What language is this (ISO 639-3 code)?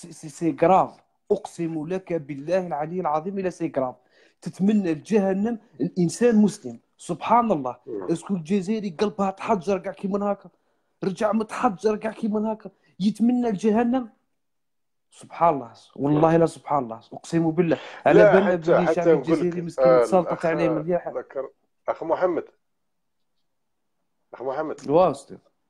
arq